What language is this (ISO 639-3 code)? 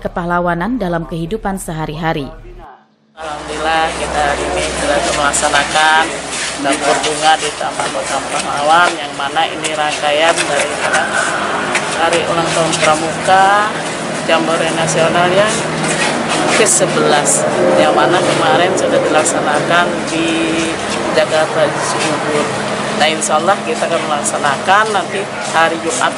ind